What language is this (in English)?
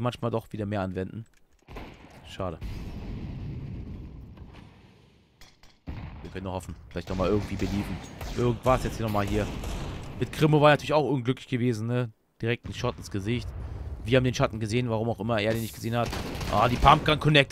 German